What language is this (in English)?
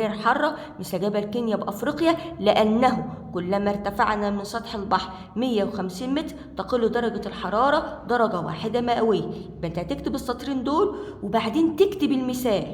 Egyptian Arabic